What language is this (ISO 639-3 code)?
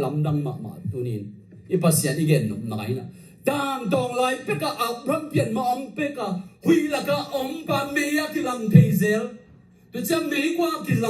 ctd